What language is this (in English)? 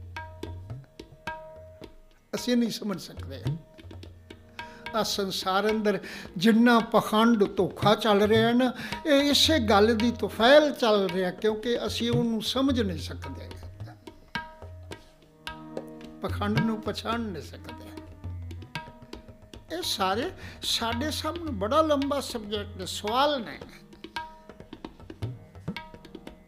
Punjabi